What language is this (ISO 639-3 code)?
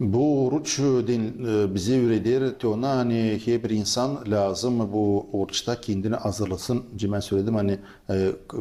gag